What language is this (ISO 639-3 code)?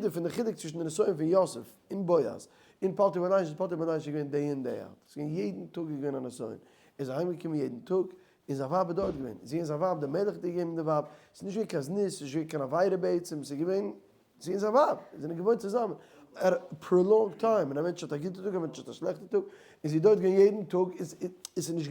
yid